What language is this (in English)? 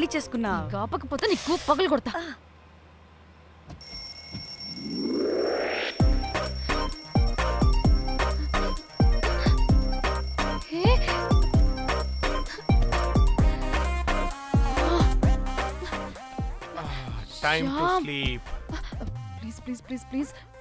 Telugu